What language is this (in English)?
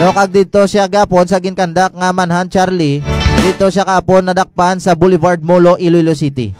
Hiligaynon